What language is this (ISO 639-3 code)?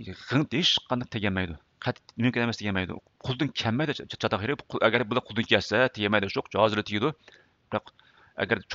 uig